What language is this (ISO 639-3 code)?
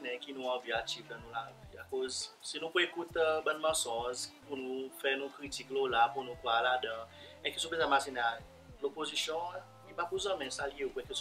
crs